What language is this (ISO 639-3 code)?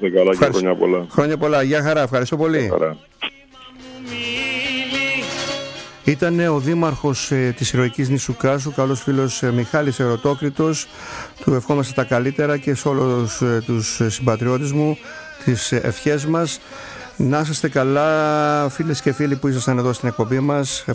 ell